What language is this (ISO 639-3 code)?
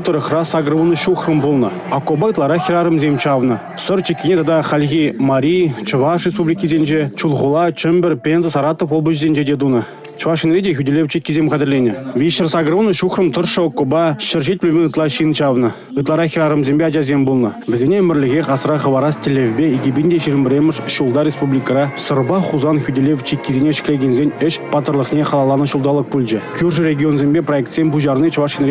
chv